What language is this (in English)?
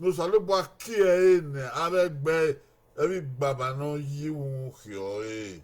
Bini